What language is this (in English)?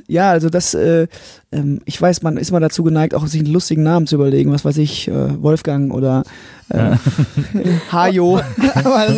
German